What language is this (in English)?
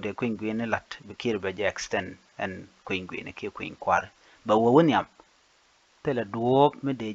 Nuer